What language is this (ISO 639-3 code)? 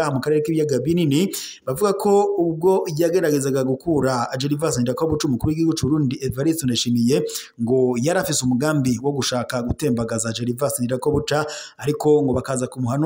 run